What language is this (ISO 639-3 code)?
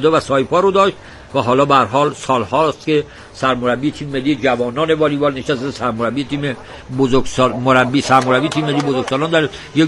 fas